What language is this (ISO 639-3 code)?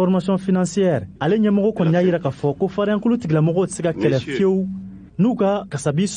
bam